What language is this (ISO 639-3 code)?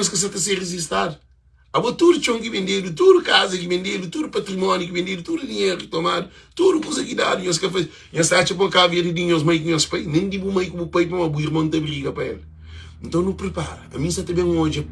kea